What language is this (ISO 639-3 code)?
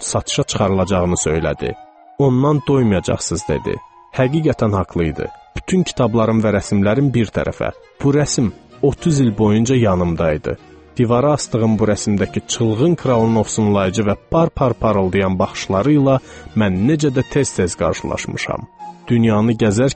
aze